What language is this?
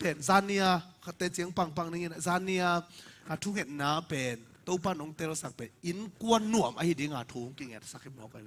Tedim Chin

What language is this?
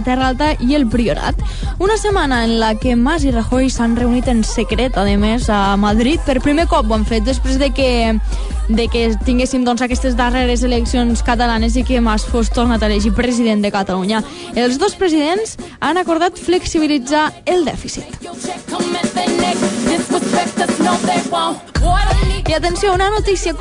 Catalan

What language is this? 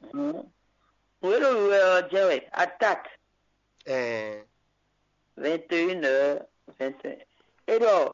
Fon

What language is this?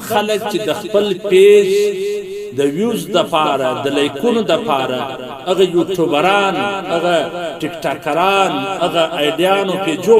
Pashto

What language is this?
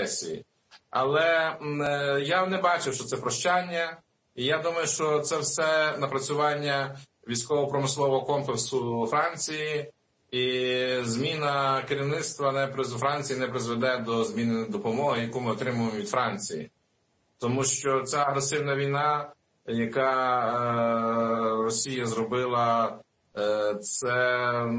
Ukrainian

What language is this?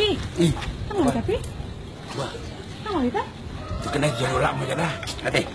Batak Toba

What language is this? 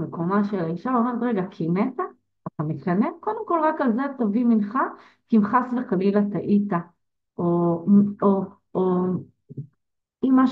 Hebrew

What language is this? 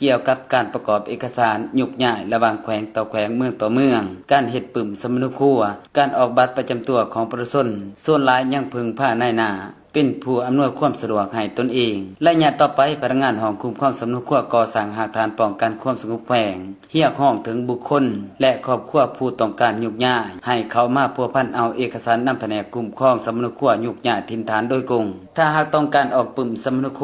Lao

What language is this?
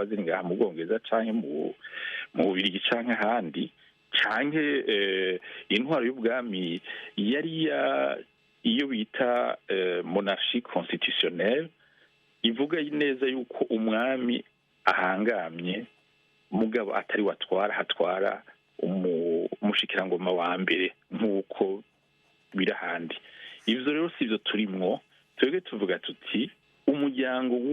Rundi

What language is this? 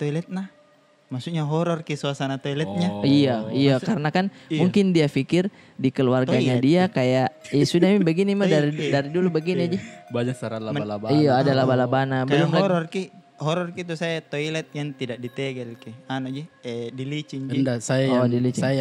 Makassar Malay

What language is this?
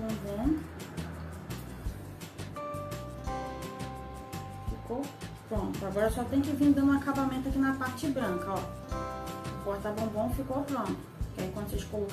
Portuguese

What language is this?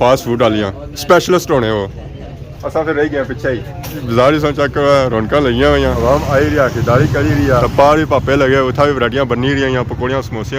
Pahari-Potwari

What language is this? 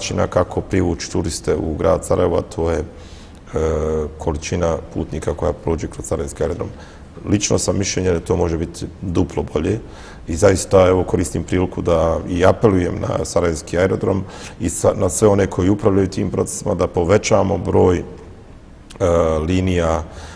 Bosnian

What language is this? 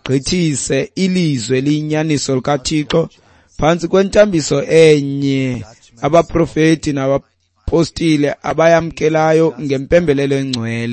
Xhosa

